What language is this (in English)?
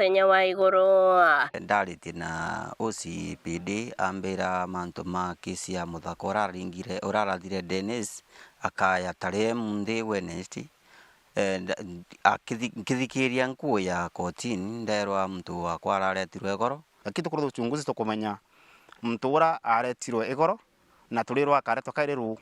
Meru